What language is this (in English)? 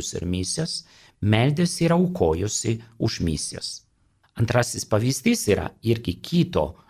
Lithuanian